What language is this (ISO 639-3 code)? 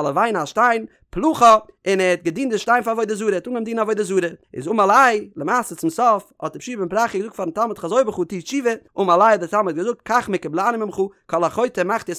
yid